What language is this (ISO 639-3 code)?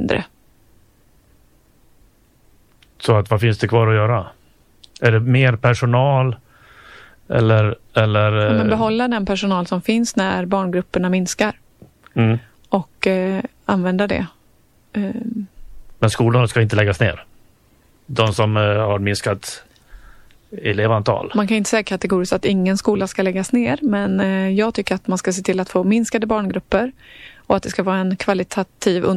swe